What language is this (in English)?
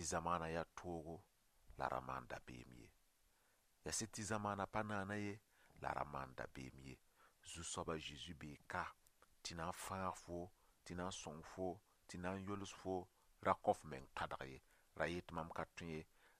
Mossi